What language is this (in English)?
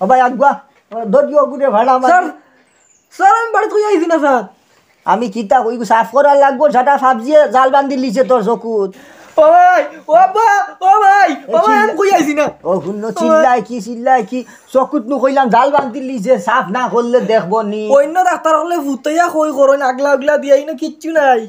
Sylheti